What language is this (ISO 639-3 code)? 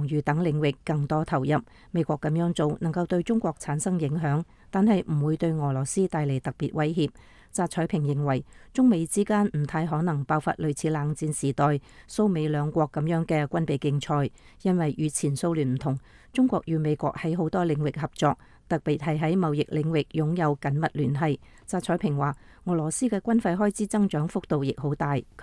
yue